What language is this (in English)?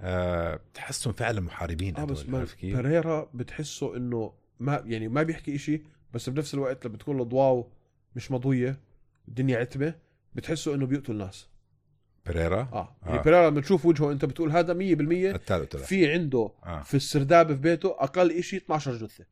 North Levantine Arabic